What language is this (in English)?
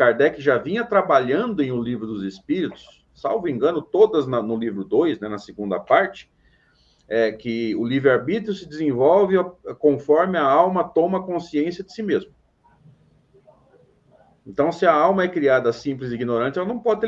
Portuguese